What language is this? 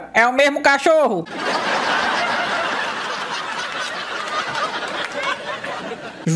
Portuguese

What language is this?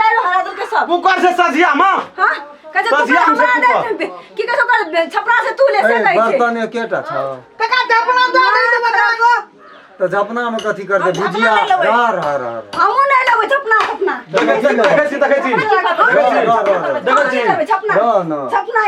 Maithili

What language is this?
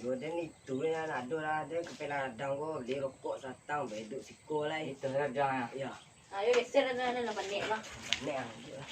Minangkabau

